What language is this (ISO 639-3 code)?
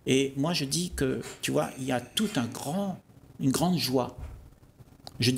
fra